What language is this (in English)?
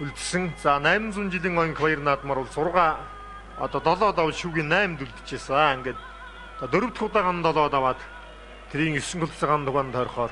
Mongolian